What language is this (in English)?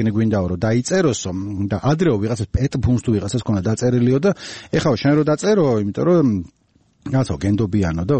Georgian